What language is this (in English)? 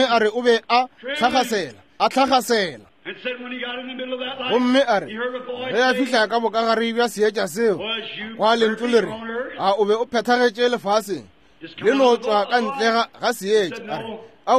Northern Sotho